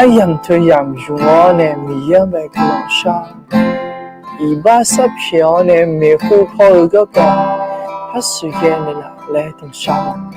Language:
Akha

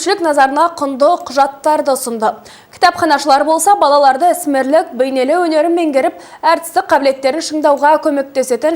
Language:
Kazakh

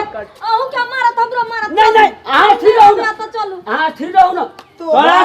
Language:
Maithili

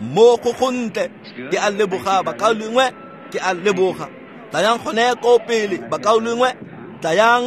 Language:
Tswana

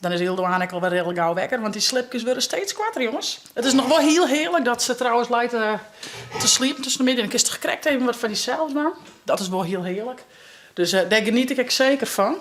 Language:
Western Frisian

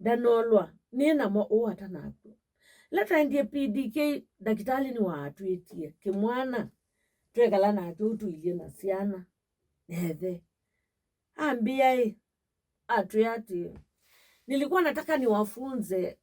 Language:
Kamba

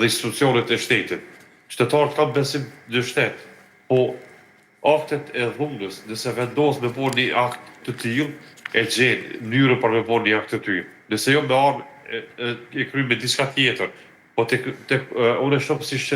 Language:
Albanian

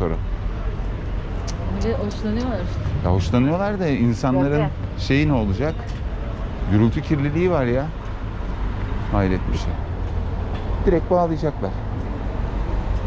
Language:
Turkish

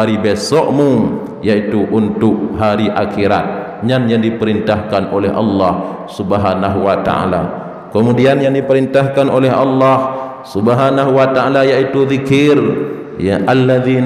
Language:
Achinese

